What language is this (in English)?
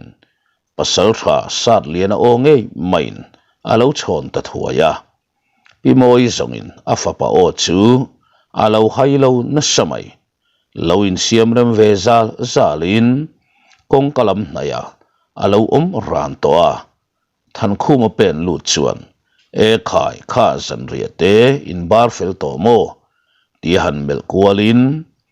Mizo